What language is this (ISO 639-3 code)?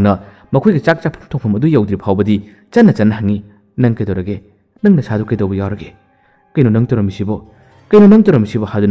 mni